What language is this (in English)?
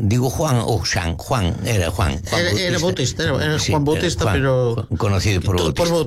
Galician